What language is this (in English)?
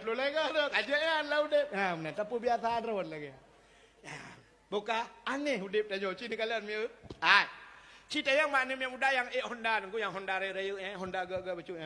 Achinese